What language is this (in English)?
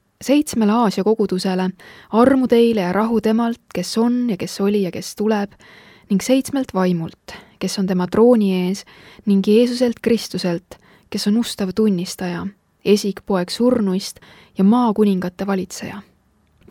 Estonian